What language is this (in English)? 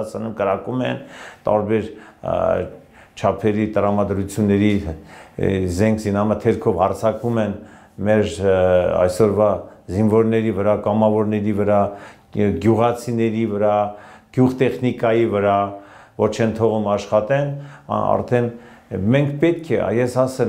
Armenian